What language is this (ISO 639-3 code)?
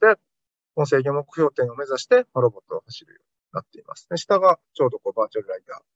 jpn